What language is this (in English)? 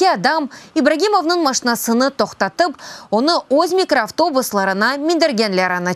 Crimean Tatar